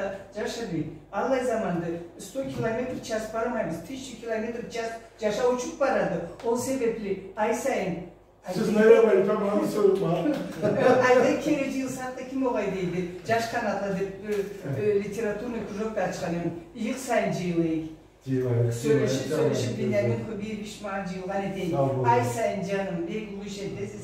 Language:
Karachay-Balkar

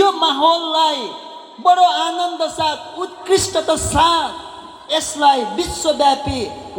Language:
Nepali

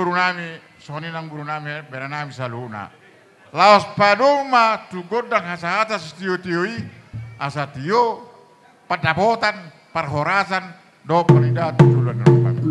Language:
Batak Toba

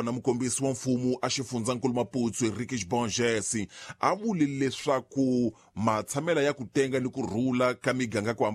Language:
Tsonga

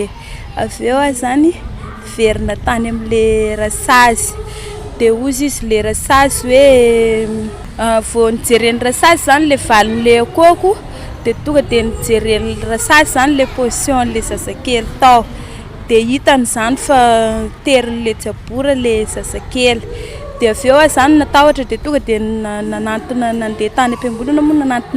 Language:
Malagasy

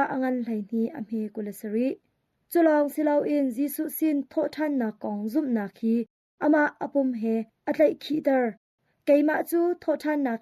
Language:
Hakha Chin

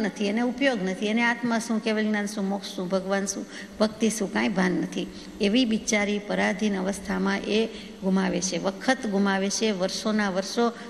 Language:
Gujarati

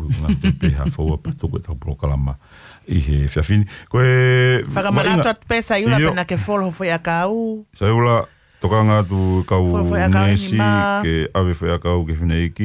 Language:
Tongan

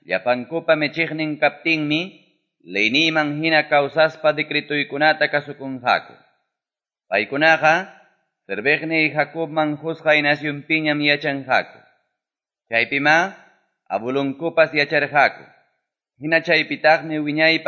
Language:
Ayacucho Quechua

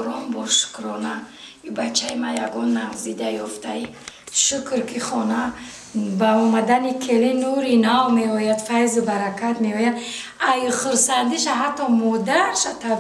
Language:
Tajik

